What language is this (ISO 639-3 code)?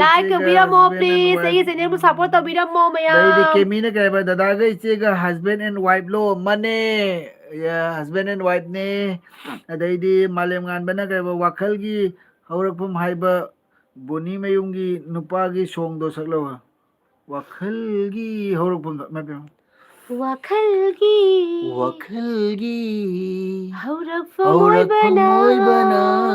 mni